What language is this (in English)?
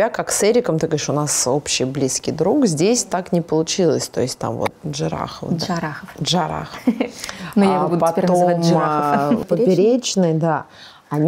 Russian